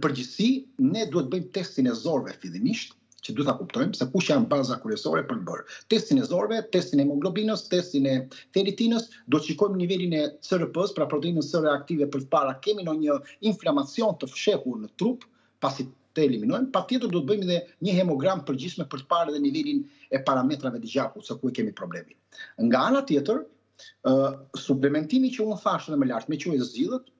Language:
Albanian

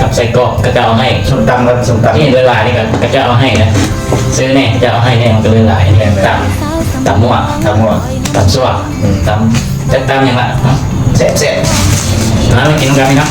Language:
Lao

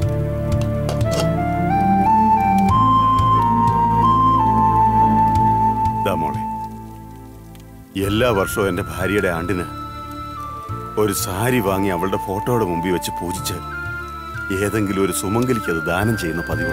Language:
Malayalam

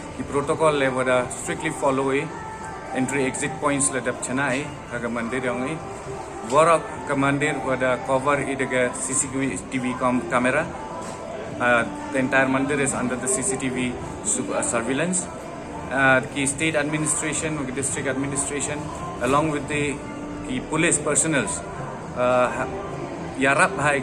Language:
Pnar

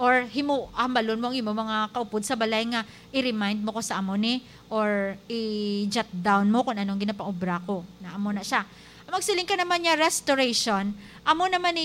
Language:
Hiligaynon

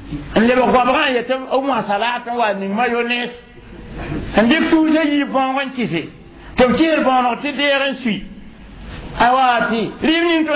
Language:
Mossi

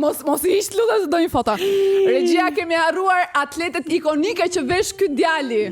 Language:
Albanian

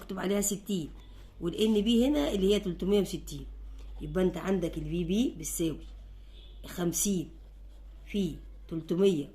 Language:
Egyptian Arabic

